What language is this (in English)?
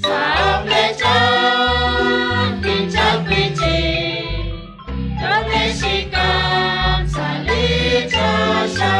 Kekchí